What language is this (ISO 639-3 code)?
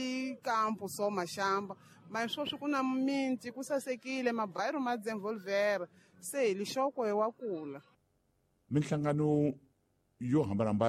tso